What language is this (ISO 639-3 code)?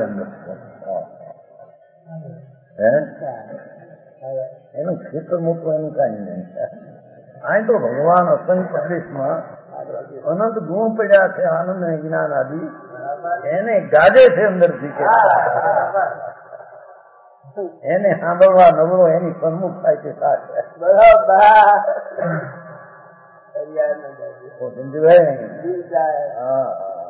guj